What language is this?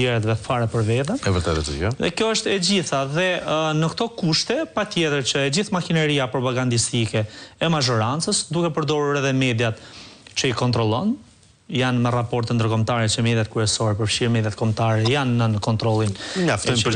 Albanian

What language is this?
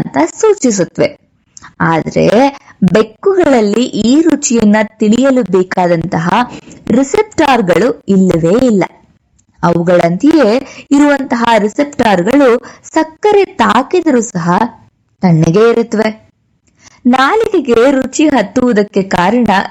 Kannada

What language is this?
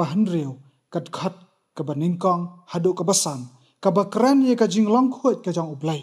Khasi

